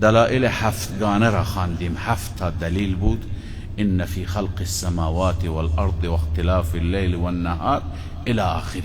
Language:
Persian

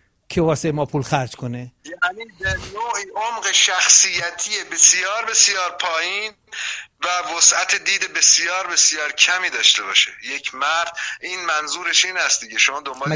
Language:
Persian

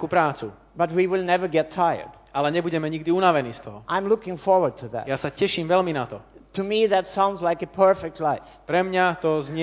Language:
Slovak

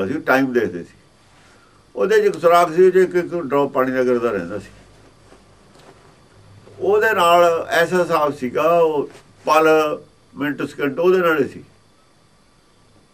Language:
Punjabi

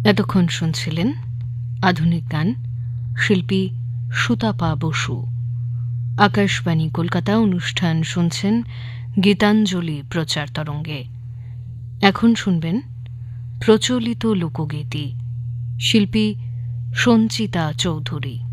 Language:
Bangla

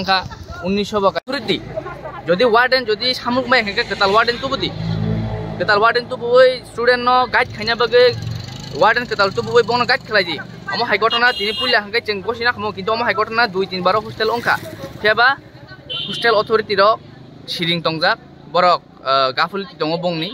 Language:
Kok Borok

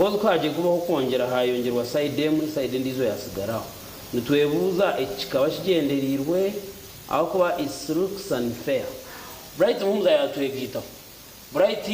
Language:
Nyankole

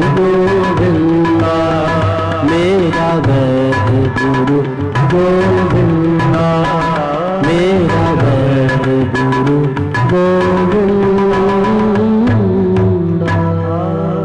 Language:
Hindi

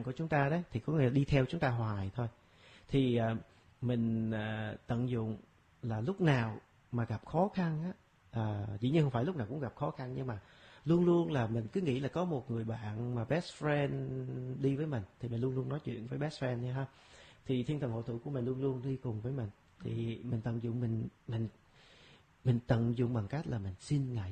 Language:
Vietnamese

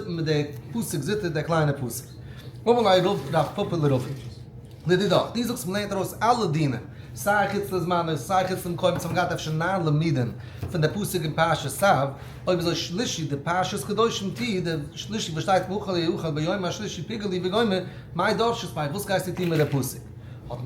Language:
Yiddish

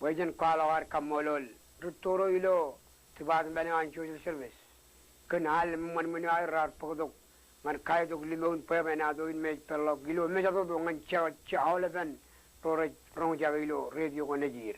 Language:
Marshallese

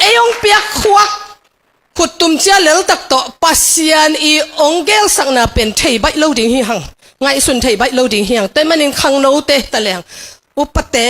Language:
Tedim Chin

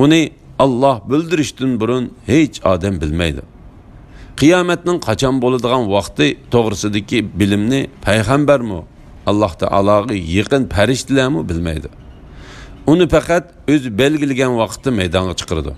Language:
Uyghur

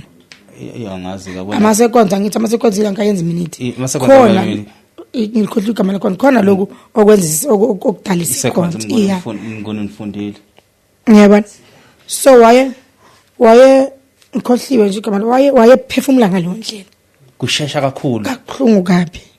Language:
Zulu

